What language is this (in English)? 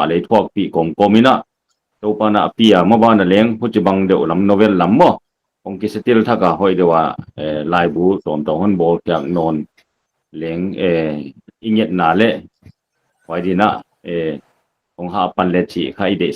Paite Chin